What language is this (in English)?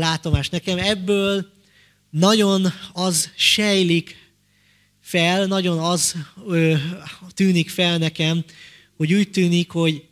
Hungarian